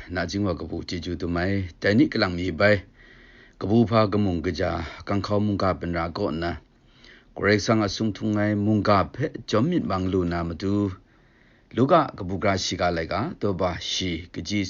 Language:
Kachin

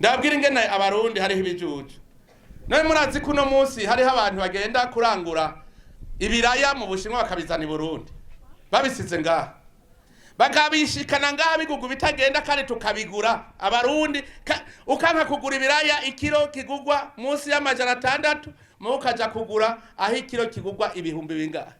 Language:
Rundi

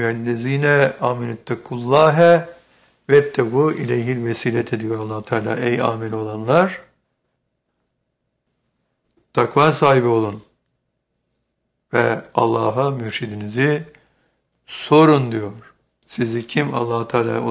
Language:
Turkish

